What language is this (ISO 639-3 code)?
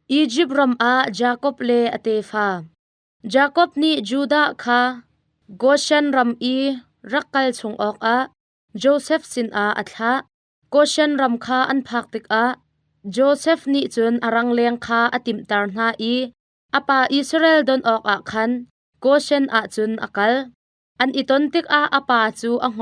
cnh